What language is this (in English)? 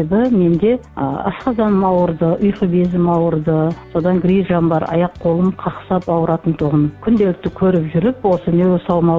Kazakh